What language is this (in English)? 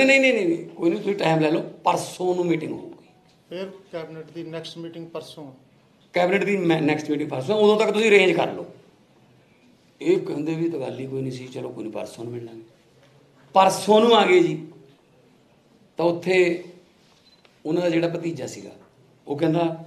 Punjabi